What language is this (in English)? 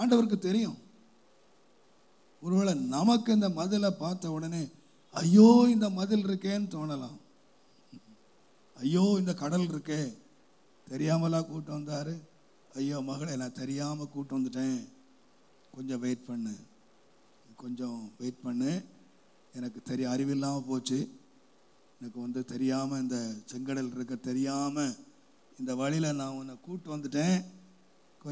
Tamil